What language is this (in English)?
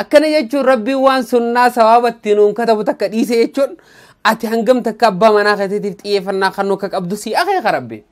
Oromo